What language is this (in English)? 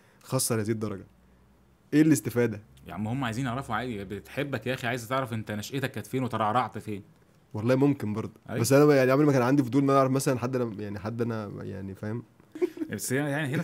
Egyptian Arabic